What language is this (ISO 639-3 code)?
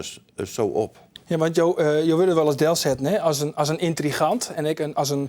fry